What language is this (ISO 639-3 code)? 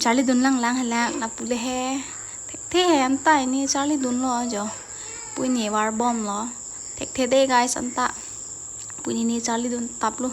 mjw